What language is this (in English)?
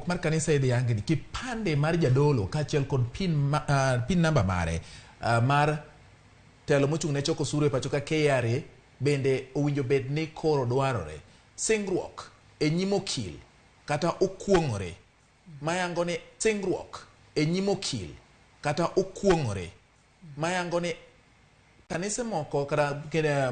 Luo (Kenya and Tanzania)